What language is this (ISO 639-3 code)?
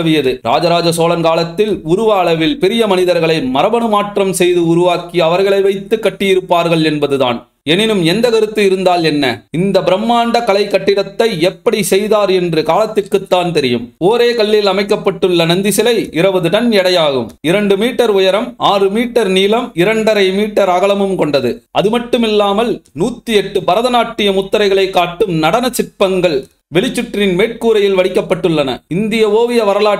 tam